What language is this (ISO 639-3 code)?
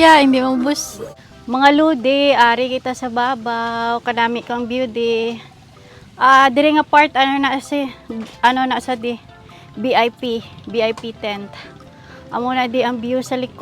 hil